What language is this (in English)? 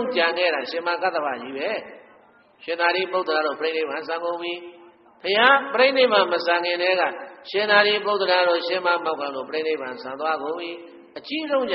Burmese